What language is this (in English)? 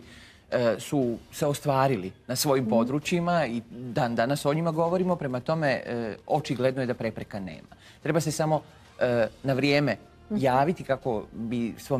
Croatian